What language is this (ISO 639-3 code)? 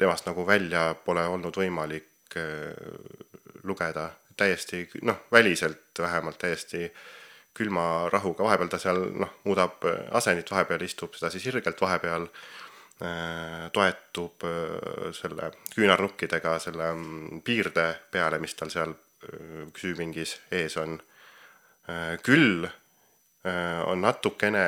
est